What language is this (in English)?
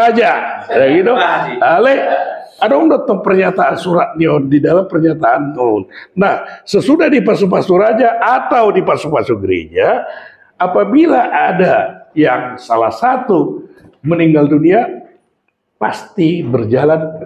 Batak Toba